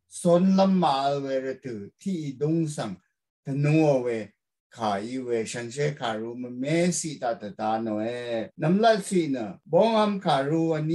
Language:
Rawang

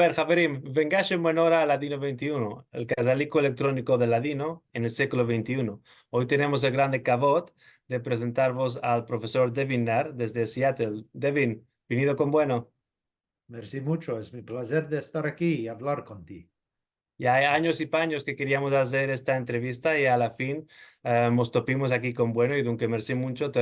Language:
Ladino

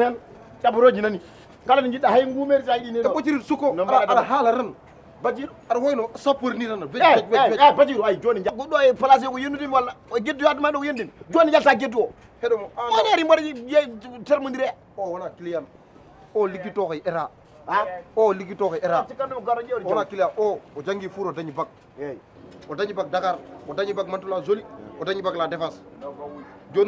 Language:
Fula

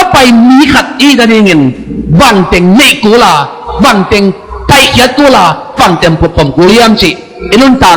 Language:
Tedim Chin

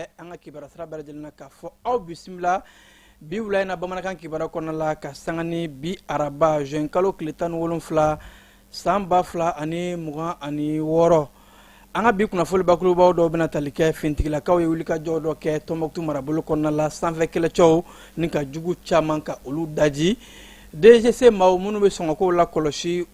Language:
Bambara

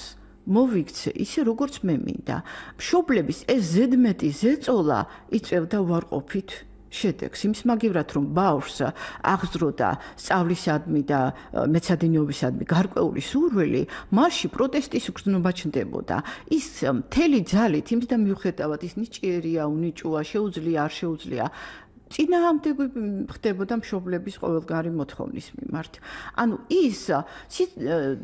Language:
Georgian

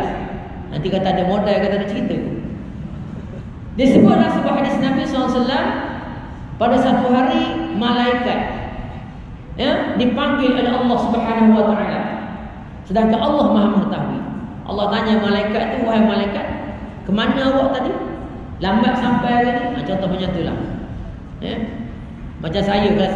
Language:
Malay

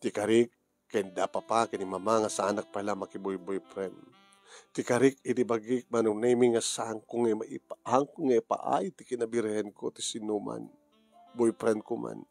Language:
Iloko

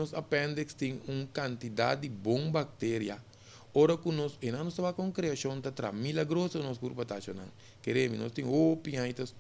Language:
Papiamento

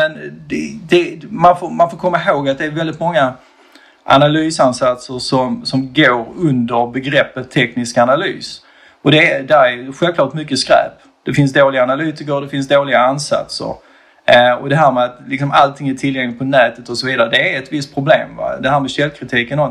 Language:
Swedish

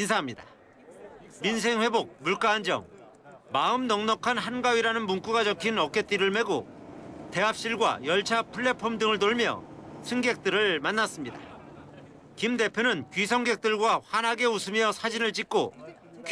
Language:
Korean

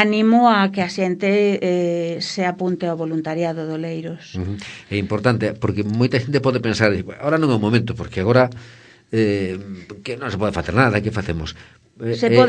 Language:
Galician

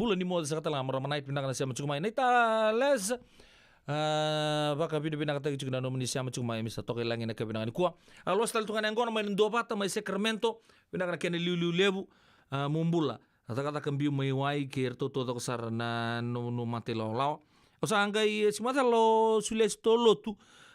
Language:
Fijian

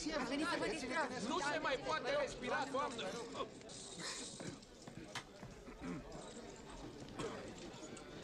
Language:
Romanian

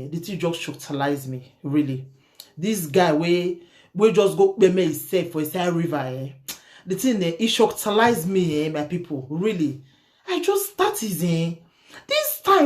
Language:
Nigerian Pidgin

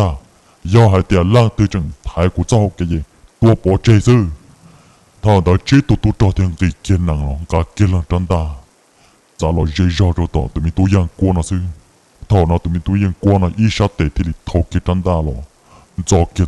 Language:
Hmong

